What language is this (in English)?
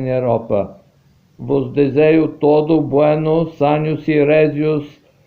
Ladino